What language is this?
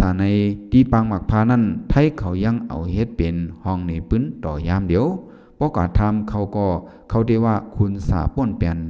Shan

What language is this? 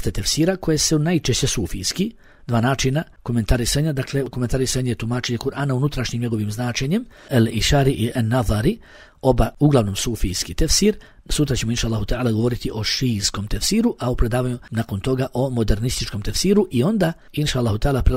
Bosnian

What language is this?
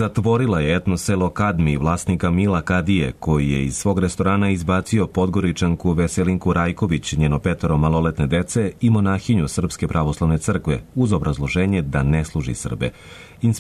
Serbian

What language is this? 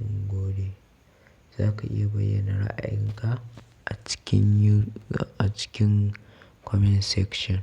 Hausa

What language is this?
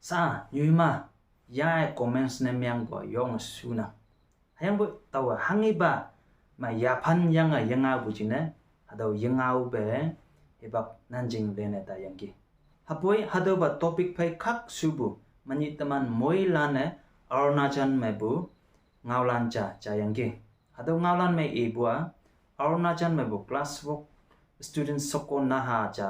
Konyak Naga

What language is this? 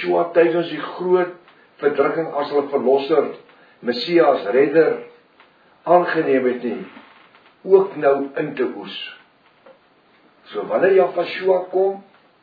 Afrikaans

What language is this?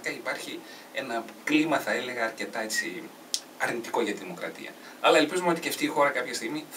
Greek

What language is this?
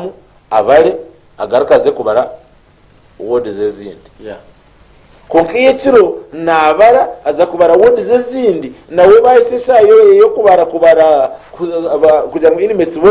Nyankole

